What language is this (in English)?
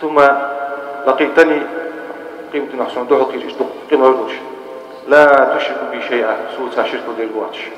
Ingush